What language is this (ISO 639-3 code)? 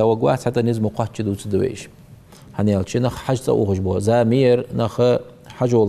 inh